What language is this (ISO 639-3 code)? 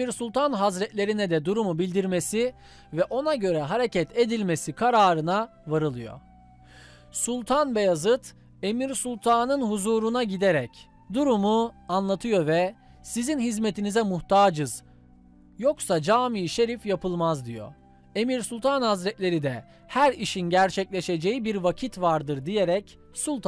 tur